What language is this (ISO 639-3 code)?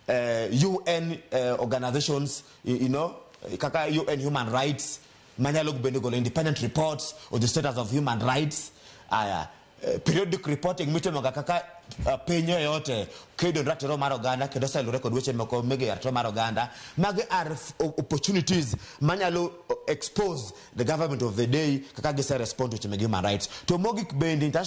luo